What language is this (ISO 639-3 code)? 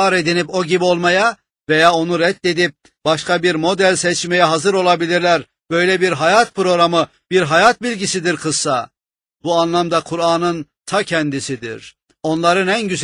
tur